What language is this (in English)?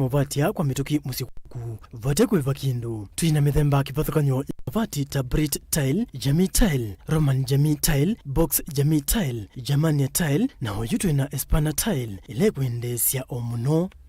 Kamba